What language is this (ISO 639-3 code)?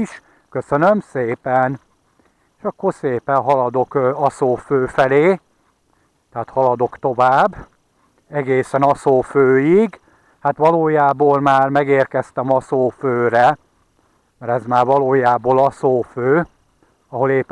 hun